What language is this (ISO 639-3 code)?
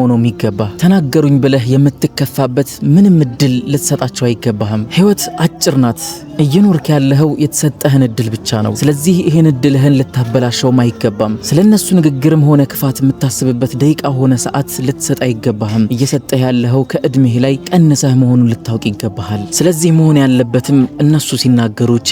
amh